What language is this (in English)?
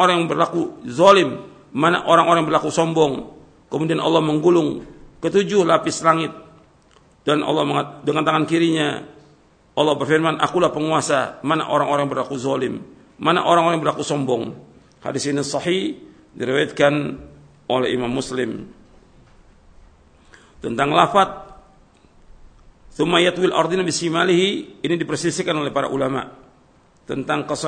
Indonesian